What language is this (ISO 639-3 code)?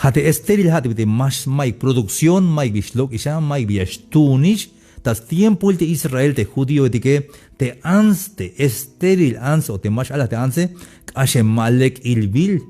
tzh